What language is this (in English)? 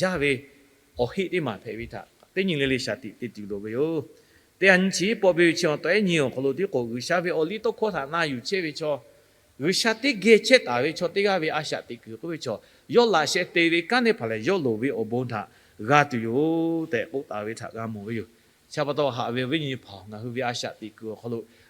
Lahu